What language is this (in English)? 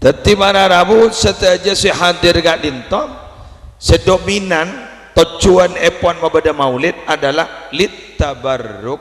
Madurese